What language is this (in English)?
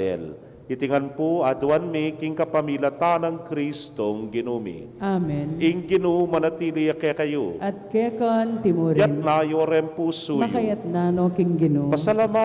Pampanga